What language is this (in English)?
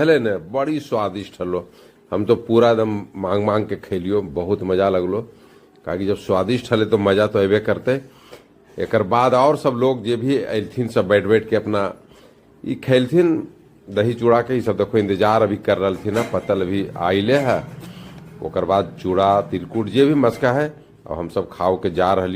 Magahi